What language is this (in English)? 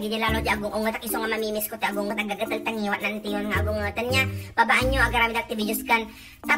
Iloko